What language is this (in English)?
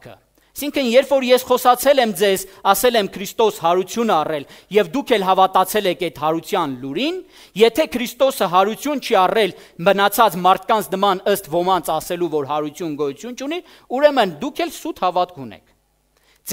Armenian